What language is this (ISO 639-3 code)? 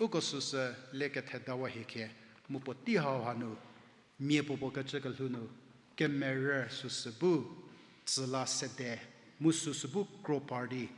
njm